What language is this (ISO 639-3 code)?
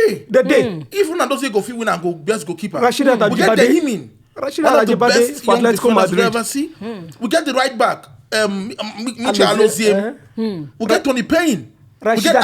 pcm